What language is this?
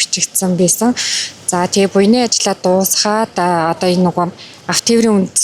Mongolian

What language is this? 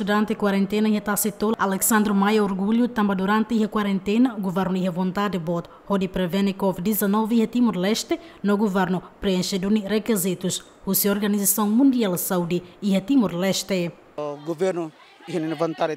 Tetum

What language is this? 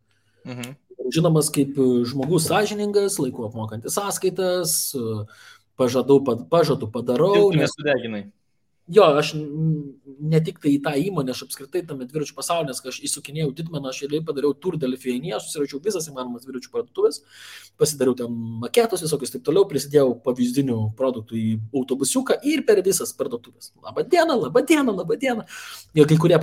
Lithuanian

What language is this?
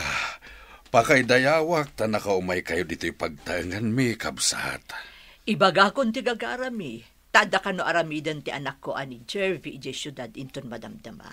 Iloko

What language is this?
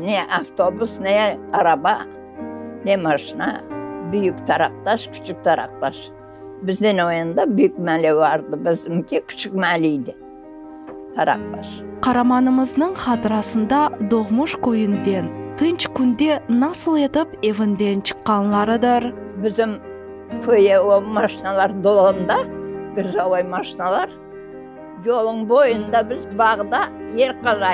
Crimean Tatar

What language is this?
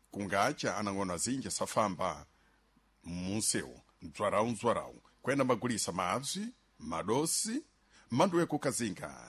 Sena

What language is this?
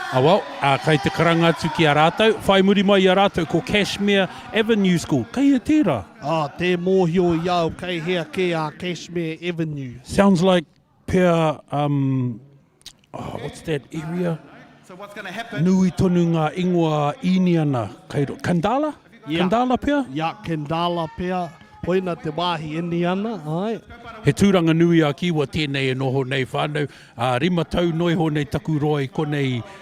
Māori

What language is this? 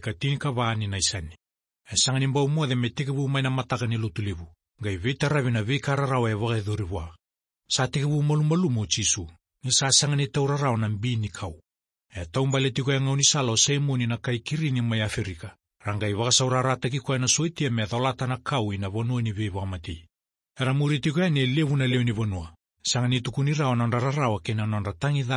Fijian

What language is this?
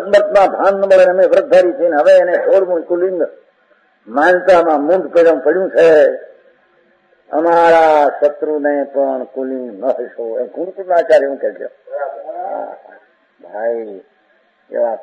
Gujarati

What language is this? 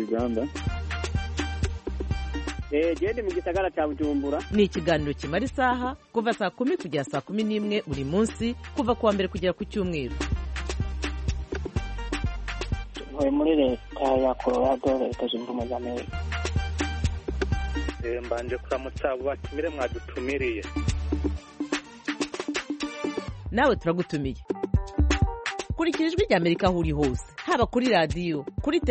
Kinyarwanda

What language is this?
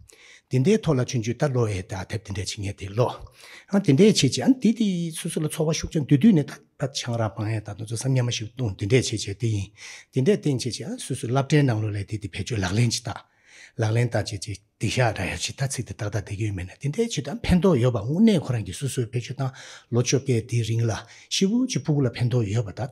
Tibetan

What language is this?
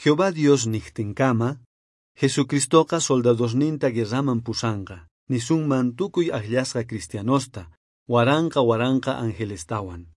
South Bolivian Quechua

